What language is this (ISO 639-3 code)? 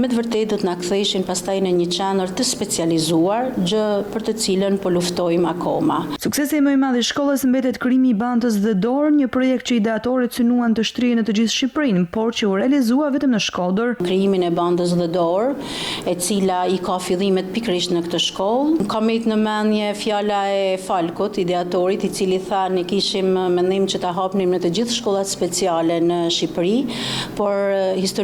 sqi